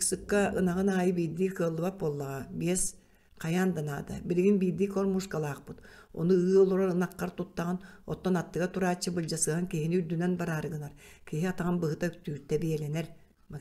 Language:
Yakut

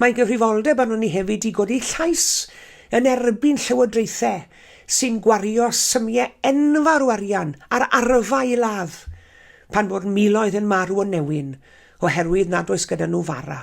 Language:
Welsh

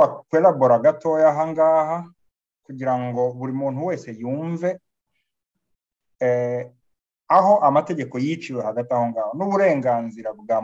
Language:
Kinyarwanda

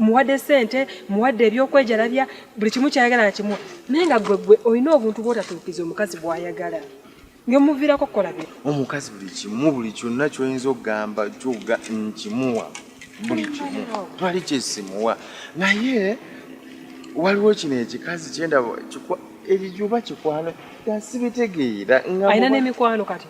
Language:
Ganda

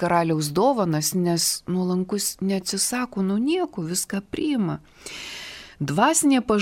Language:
Lithuanian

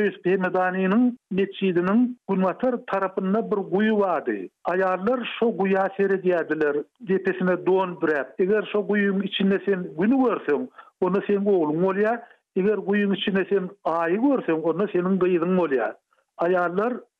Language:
Turkmen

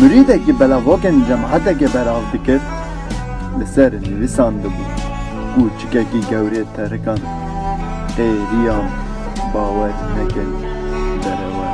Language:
Kurdish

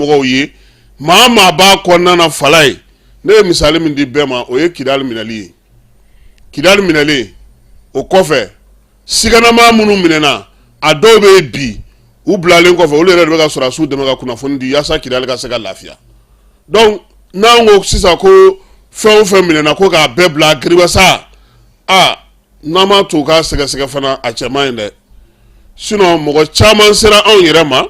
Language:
Bambara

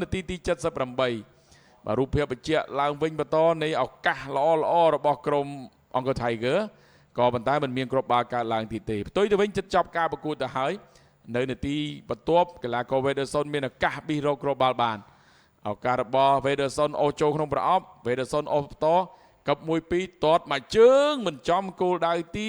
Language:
Khmer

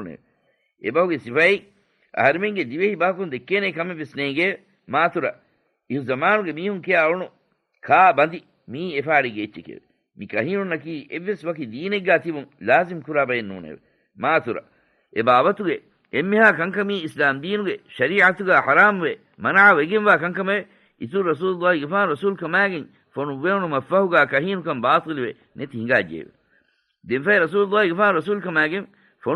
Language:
Divehi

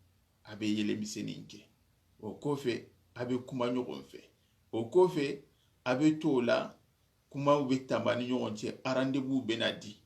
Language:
Soninke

